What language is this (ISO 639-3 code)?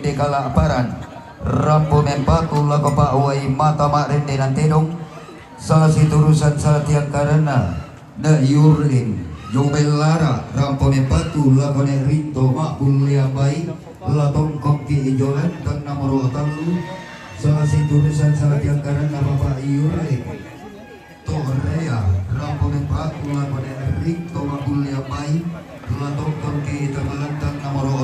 sda